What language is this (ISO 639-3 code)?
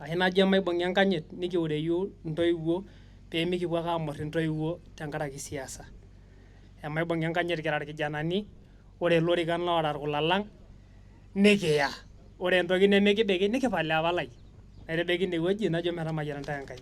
mas